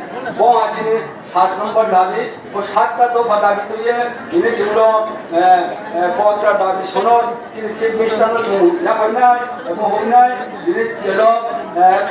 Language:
Riang (India)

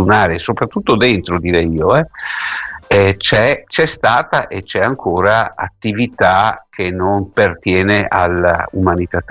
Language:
Italian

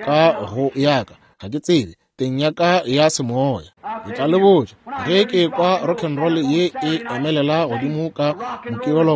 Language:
Northern Sotho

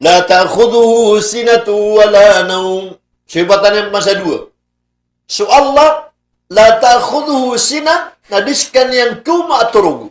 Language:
Maranao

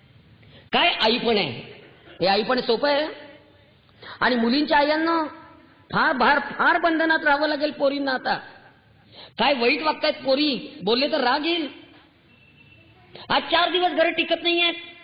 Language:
Marathi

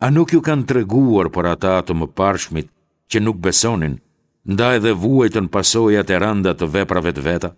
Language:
Albanian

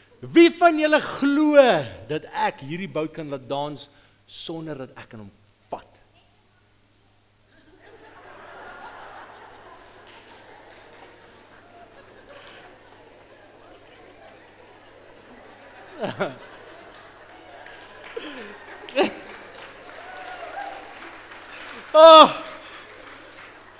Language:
Afrikaans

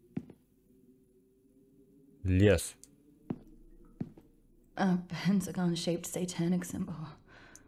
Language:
Russian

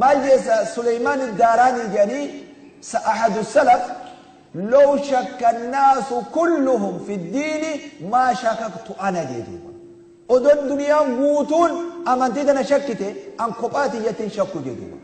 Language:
Oromo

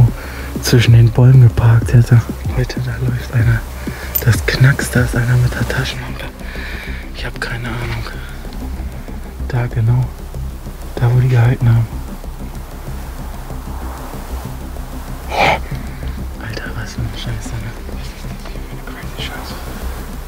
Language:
German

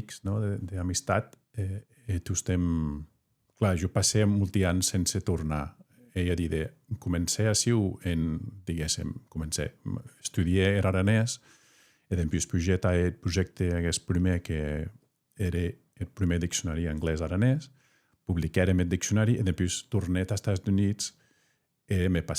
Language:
Occitan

